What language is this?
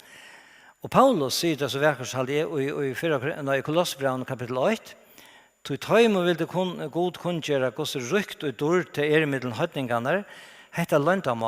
Faroese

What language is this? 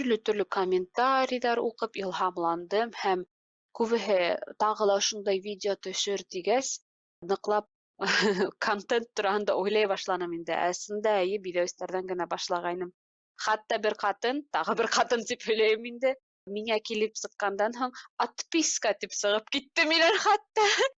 Bashkir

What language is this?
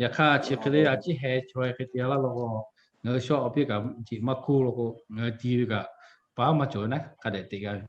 Lahu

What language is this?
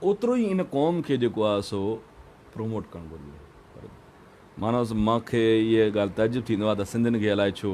Sindhi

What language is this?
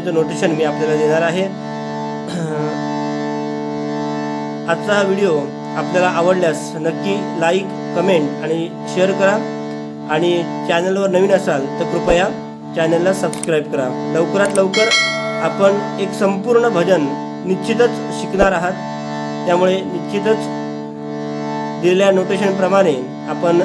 Marathi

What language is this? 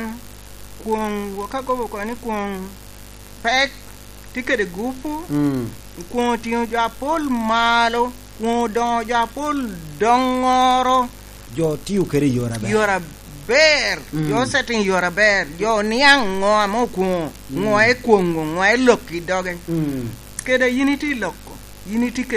Lango (Uganda)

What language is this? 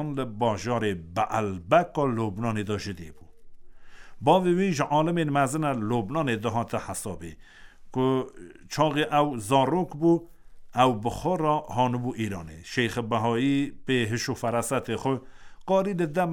Kurdish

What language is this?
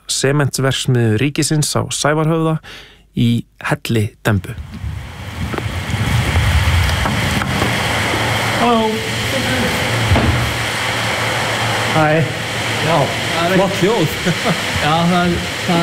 Icelandic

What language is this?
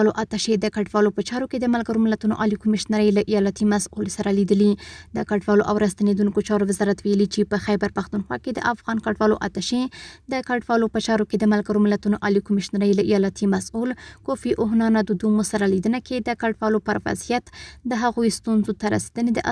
Pashto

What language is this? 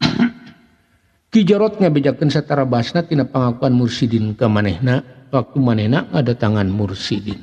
Sundanese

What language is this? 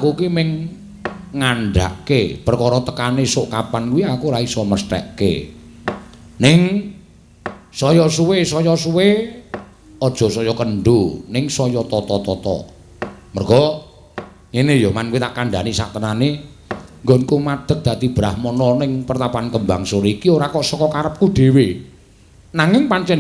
Javanese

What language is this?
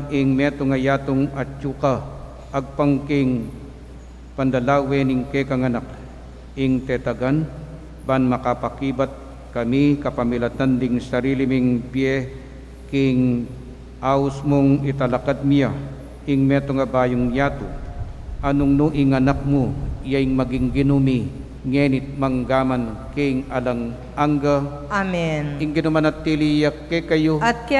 Pampanga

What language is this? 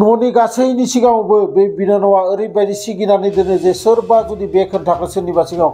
Bodo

